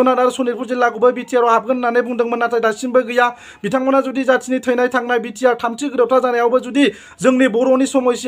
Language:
Bodo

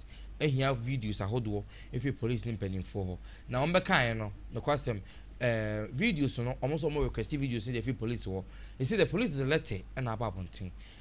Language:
Akan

